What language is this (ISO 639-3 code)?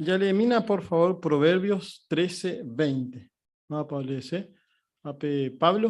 grn